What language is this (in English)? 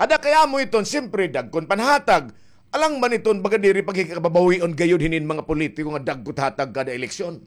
Waray